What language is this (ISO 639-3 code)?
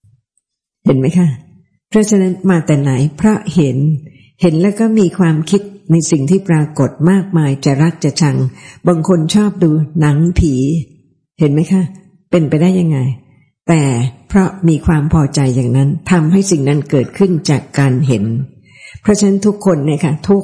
tha